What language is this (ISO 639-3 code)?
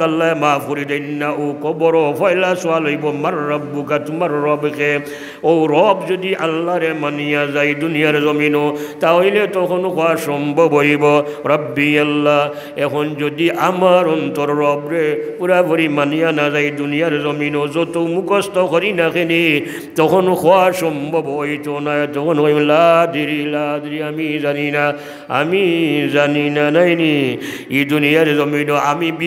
syl